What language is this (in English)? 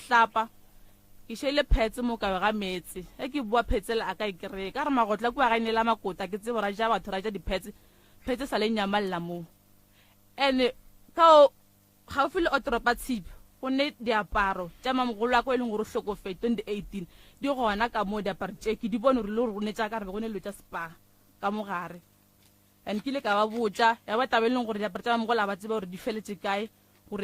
Northern Sotho